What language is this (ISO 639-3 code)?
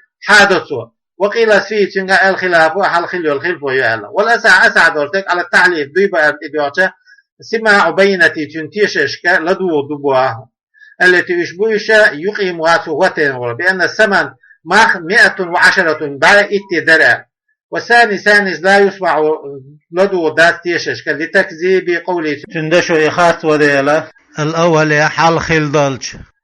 che